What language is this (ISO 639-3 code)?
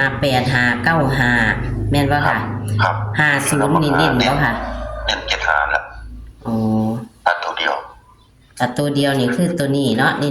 tts